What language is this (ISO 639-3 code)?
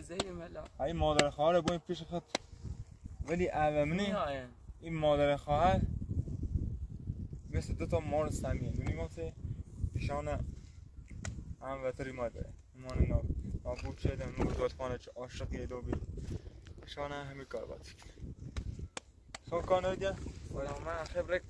fas